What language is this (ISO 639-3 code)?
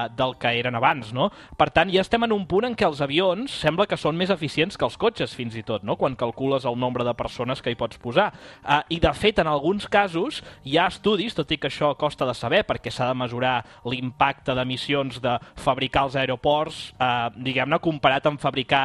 cat